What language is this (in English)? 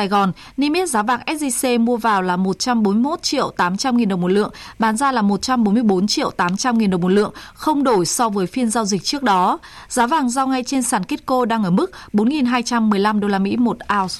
Vietnamese